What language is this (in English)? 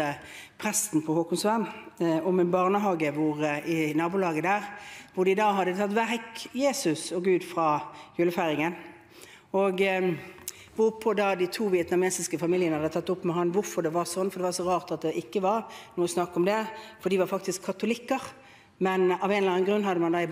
Norwegian